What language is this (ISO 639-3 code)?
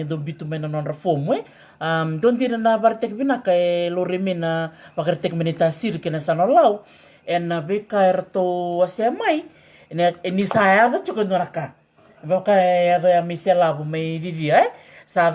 fij